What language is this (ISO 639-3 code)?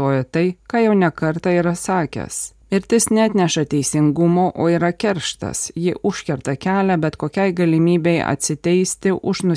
lit